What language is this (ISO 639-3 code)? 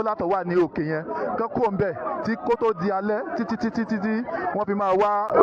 yor